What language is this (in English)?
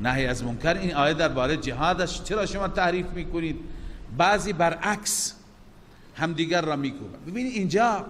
Persian